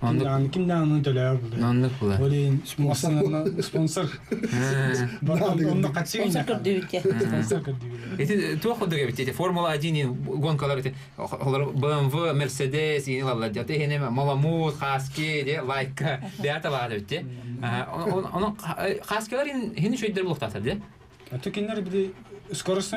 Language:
Yakut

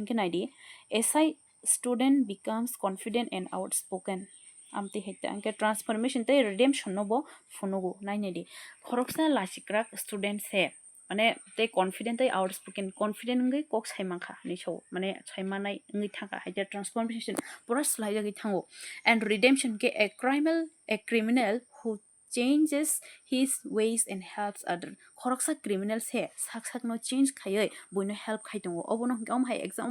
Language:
Kok Borok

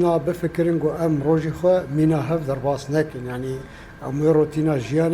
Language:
Kurdish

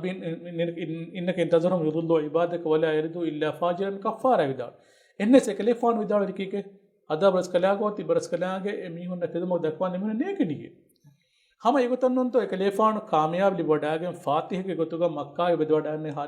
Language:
Divehi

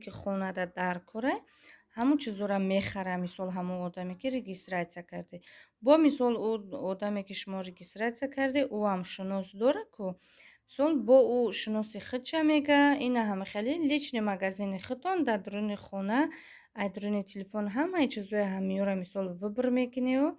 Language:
Tajik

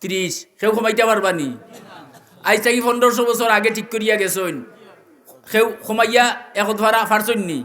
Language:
Sylheti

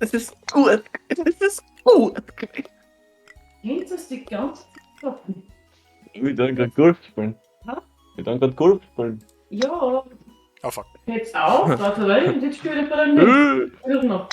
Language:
Bavarian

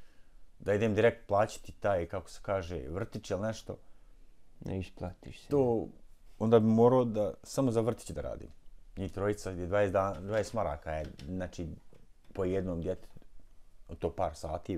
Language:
Bosnian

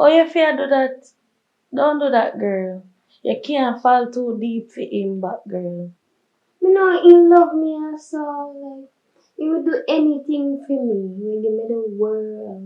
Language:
Jamaican Creole English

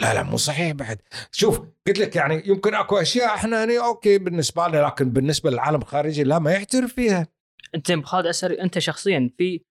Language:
Gulf Arabic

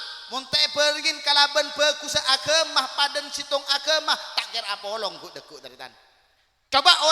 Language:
Madurese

